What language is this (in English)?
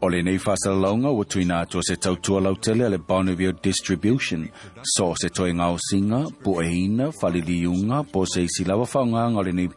Samoan